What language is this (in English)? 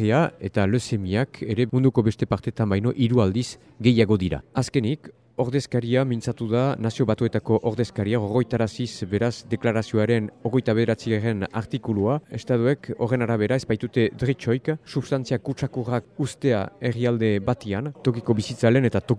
Basque